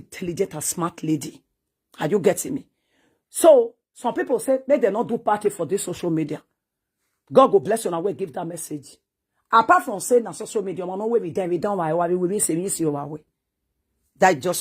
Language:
Nigerian Pidgin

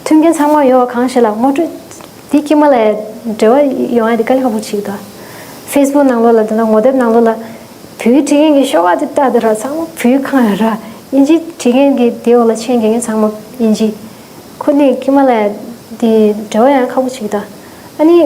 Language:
Tibetan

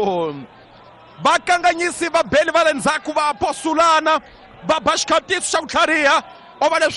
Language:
Tsonga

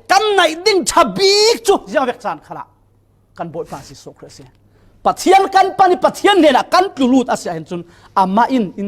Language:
Falam Chin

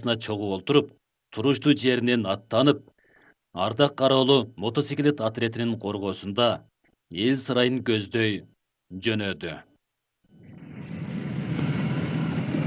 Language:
Kyrgyz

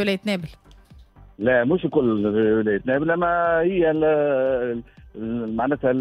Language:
Tunisian Arabic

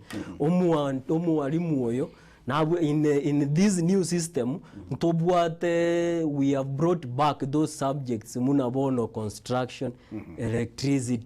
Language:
Gusii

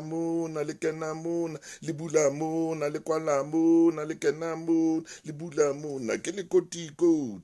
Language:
Southern Sotho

